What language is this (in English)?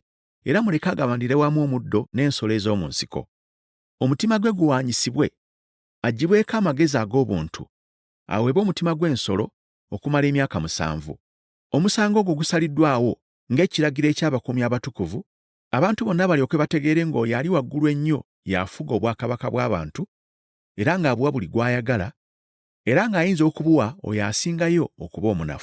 Ganda